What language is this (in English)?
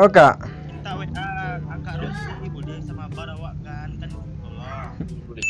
Minangkabau